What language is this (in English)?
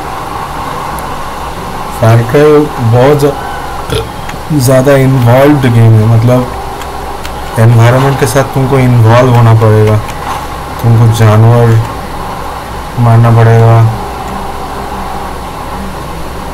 Hindi